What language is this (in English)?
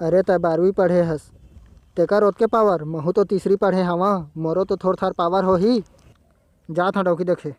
Chhattisgarhi